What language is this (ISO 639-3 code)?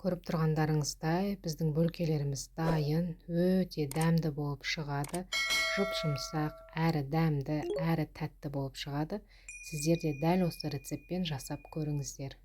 kaz